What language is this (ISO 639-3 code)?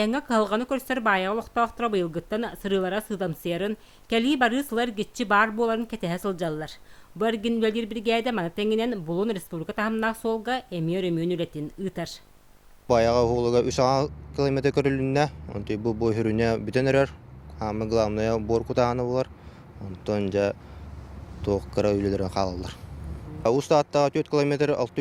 sah